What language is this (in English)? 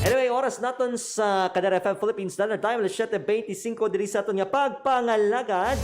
Hiligaynon